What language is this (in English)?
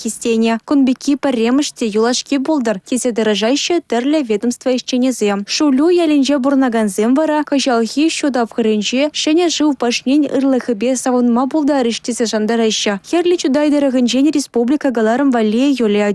Chuvash